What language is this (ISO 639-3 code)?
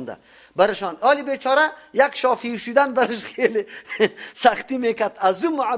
fas